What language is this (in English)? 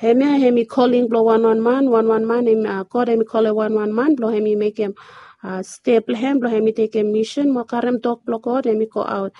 Bislama